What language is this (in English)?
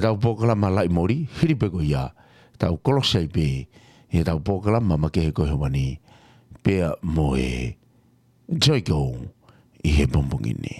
Tongan